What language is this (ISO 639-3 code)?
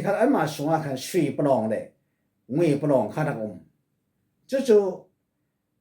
cfm